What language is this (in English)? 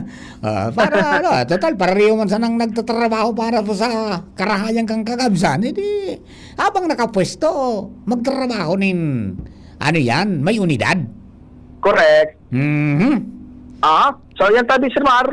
Bikol